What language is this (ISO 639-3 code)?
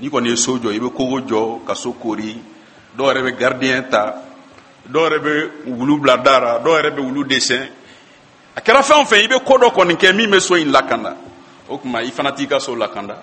bam